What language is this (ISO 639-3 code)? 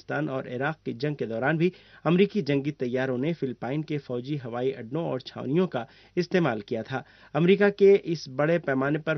urd